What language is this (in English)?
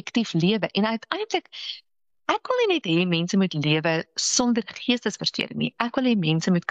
Afrikaans